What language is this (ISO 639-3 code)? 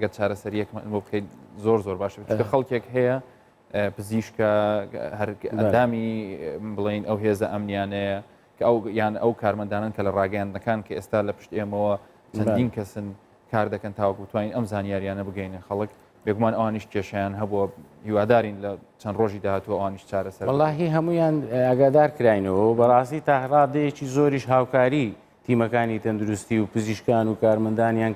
ckb